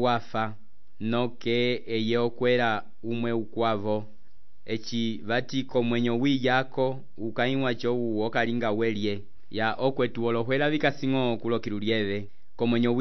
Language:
Umbundu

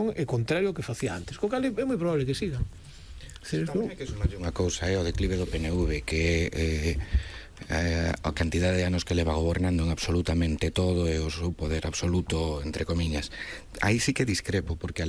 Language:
Galician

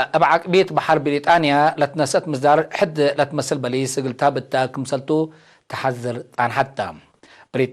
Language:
Tigre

